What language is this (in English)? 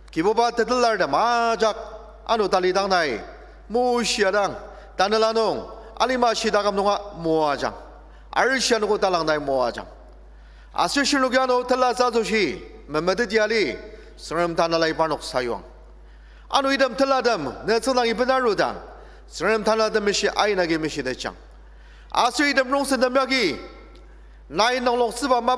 Ao Naga